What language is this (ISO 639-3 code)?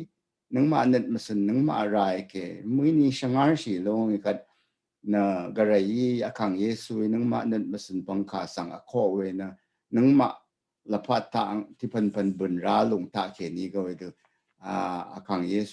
raw